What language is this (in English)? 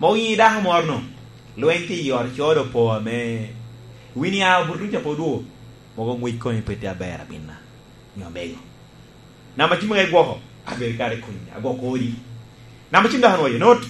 Lango (Uganda)